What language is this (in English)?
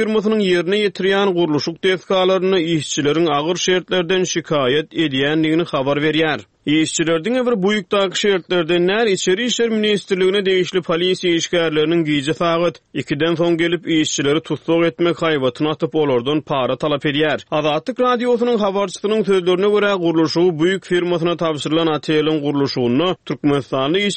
Turkmen